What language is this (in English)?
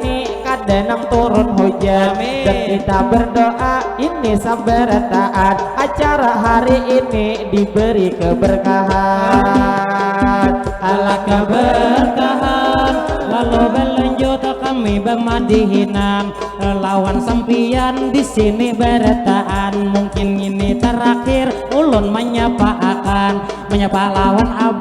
Banjar